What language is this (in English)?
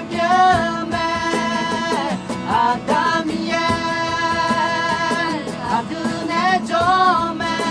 Akha